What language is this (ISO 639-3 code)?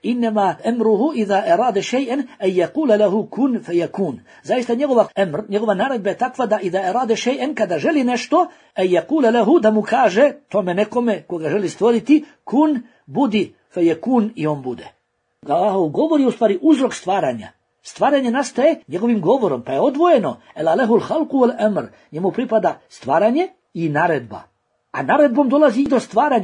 bos